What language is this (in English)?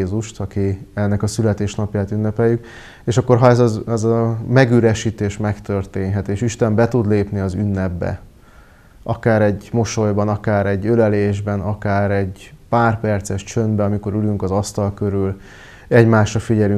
Hungarian